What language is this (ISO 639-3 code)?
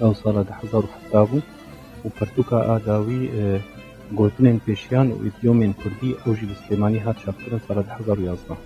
kur